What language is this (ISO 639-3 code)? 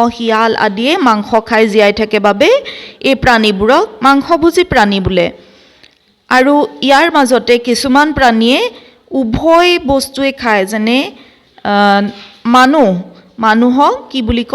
asm